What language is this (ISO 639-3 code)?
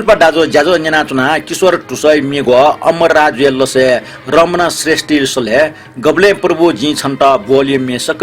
new